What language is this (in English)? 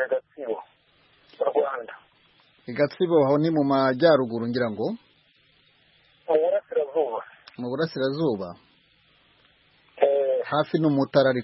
Kinyarwanda